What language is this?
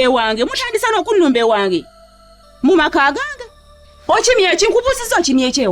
Ganda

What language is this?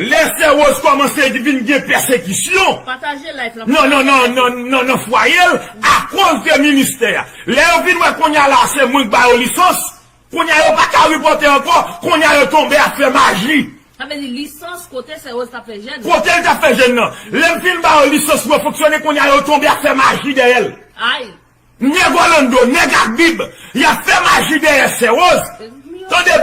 Haitian Creole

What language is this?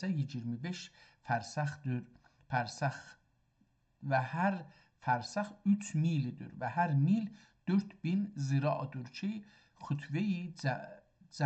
South Azerbaijani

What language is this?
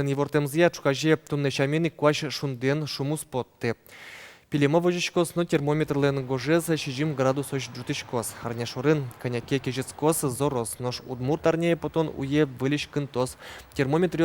Udmurt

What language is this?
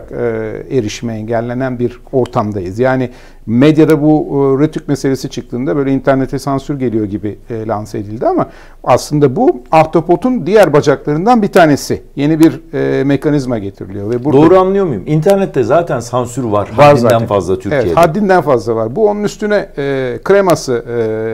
Turkish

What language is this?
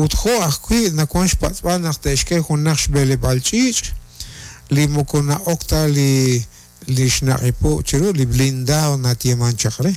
Kekchí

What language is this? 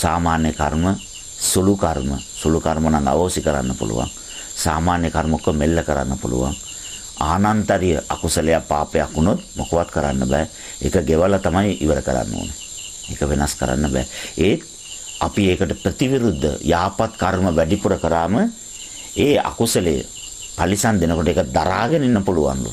Sinhala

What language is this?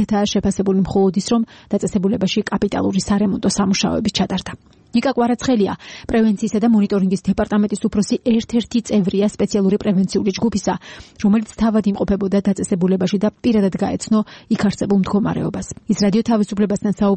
Georgian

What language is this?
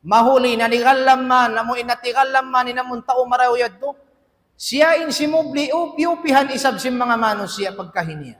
Tausug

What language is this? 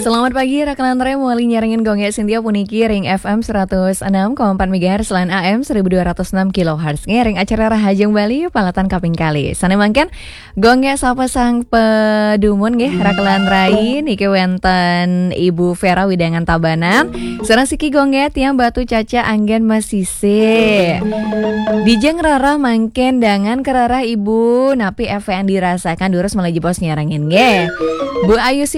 Balinese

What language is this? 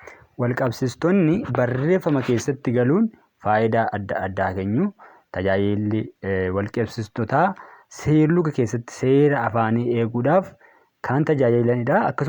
Oromo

